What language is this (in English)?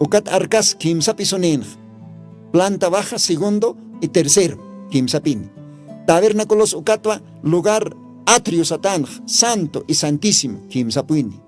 Aymara